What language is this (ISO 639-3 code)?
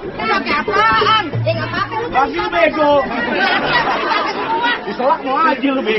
bew